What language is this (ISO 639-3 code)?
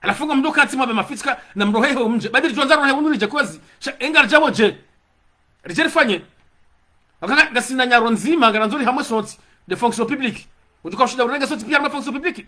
zdj